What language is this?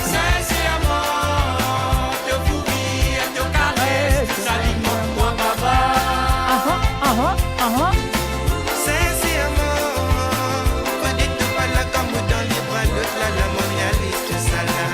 Morisyen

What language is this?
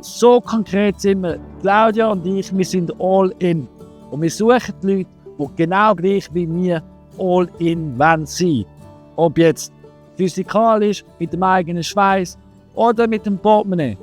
Swiss German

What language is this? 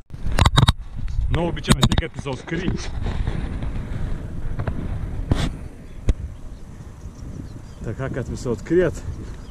Bulgarian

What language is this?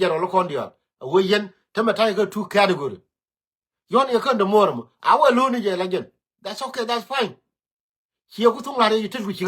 Nuer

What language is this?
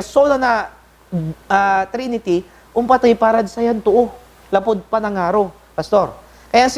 Pangasinan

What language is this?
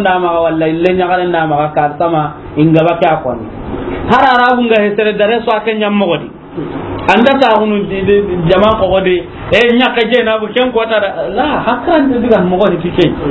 Soninke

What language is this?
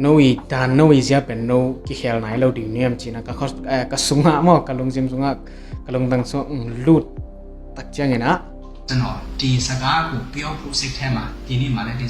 Tedim Chin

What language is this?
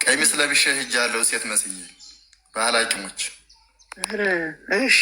Amharic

